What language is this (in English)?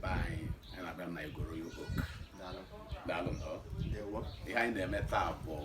Igbo